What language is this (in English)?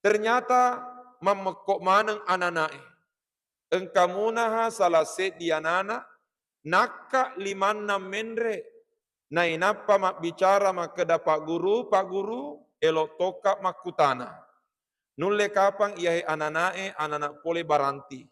Buginese